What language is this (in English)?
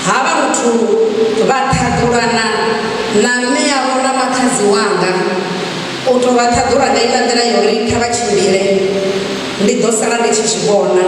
Venda